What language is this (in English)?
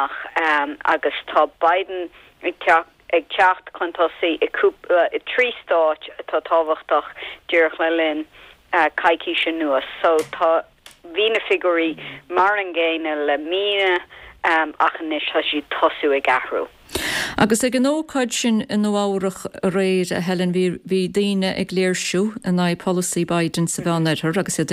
Irish